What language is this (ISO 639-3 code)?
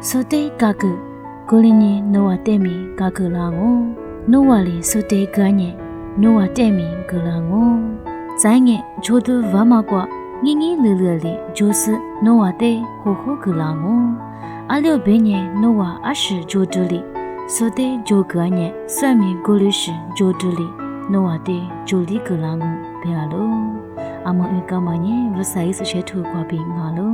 lis